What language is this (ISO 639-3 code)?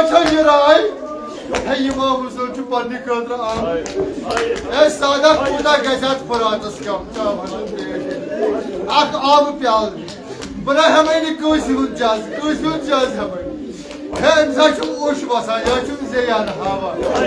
kas